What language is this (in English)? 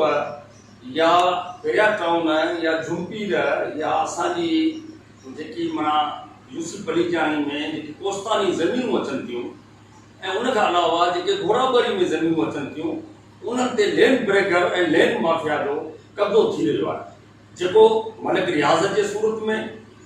Sindhi